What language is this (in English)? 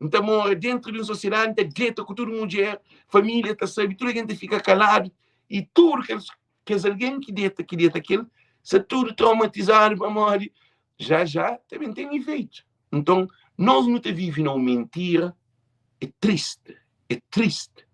Kabuverdianu